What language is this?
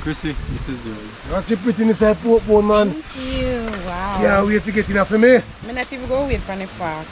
Jamaican Creole English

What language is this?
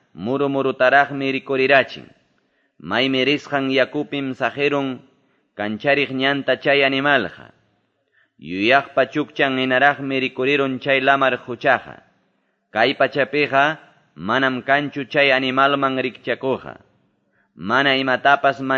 Quechua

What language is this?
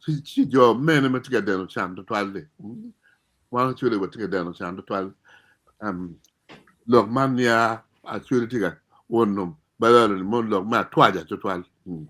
Acoli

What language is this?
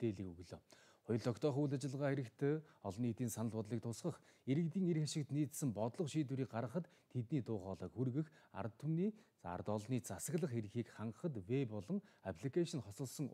Mongolian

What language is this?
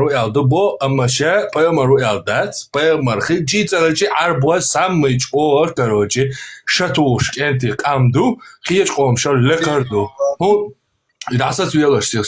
Chechen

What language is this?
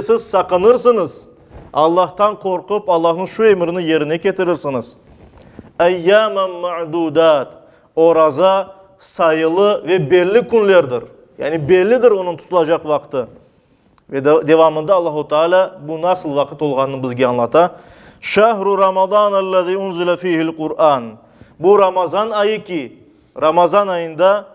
Crimean Tatar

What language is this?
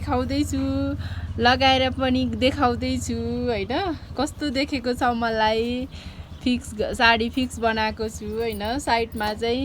Nepali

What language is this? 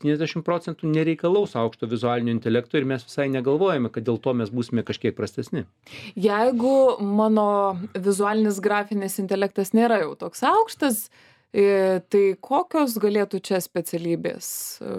Lithuanian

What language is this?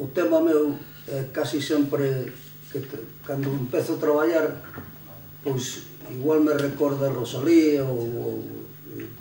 Galician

